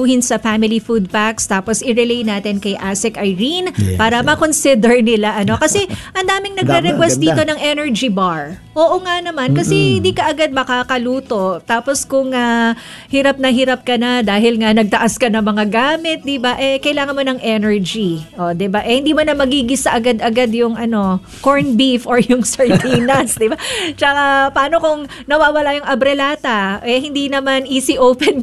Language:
Filipino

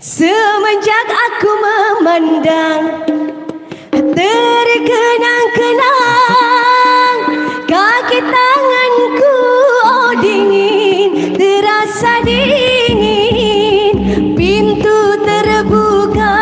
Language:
Banjar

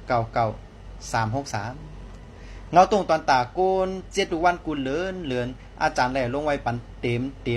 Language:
Shan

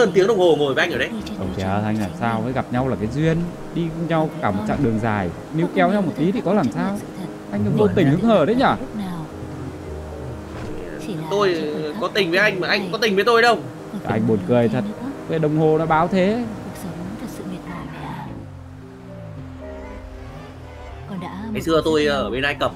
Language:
Vietnamese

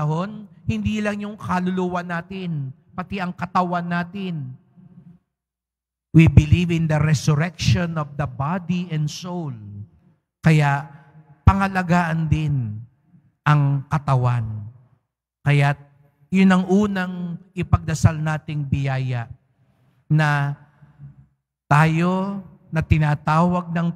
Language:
Filipino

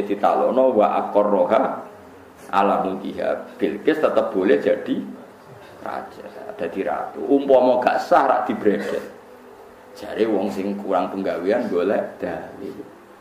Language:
Javanese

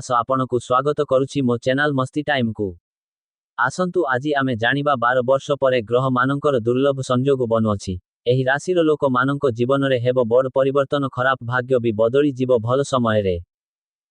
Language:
Odia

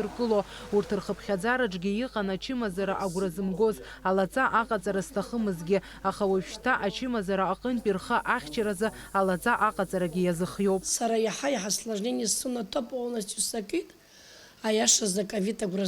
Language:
Abkhazian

